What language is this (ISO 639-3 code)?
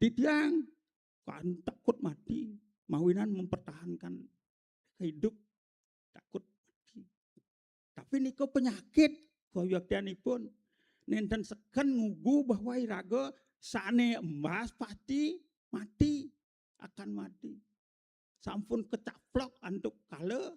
ban